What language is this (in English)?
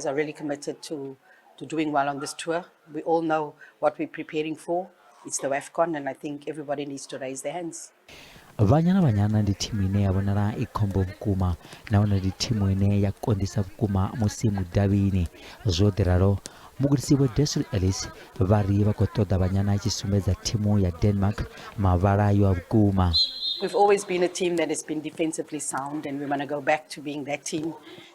Venda